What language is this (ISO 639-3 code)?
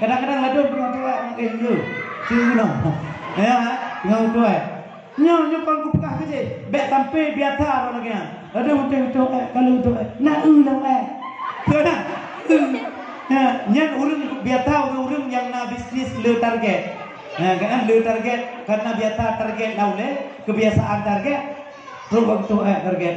ace